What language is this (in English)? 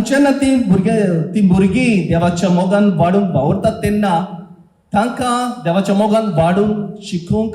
Konkani